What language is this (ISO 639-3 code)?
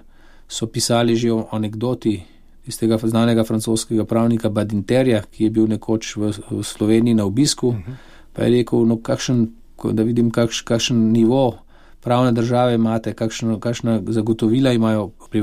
slv